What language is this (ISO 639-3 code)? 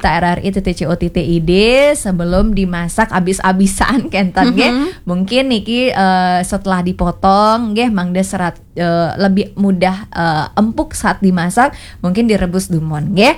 ban